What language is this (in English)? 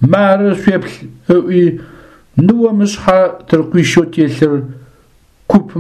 Adyghe